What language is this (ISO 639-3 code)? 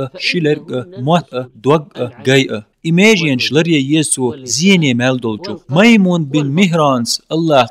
che